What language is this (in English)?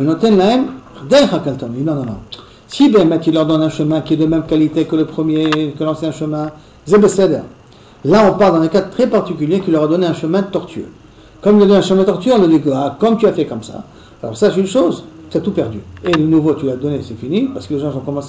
French